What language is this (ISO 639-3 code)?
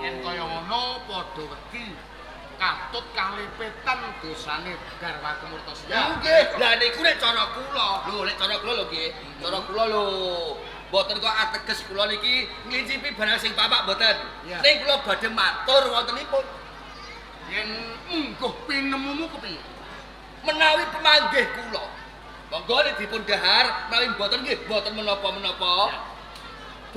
jav